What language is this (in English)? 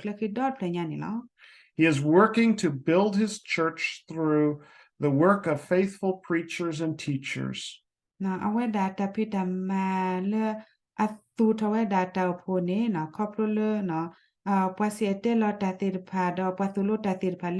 S'gaw Karen